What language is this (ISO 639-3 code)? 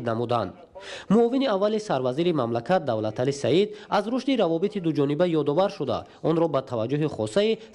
tgk